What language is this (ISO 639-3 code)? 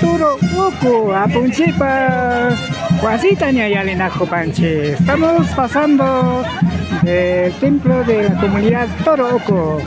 qvi